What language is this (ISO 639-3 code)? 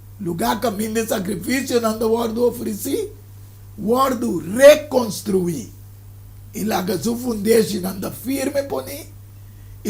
pap